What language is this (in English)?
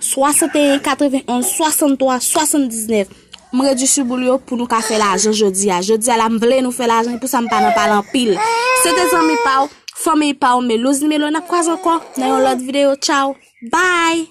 Haitian Creole